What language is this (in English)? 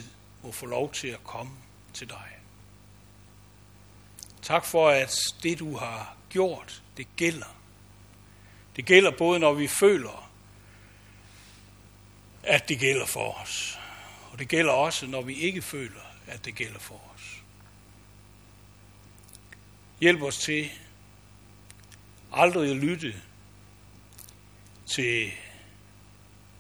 Danish